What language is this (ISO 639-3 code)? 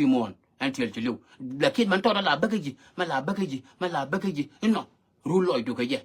nus